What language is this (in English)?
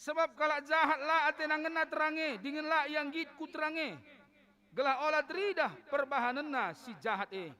Batak Karo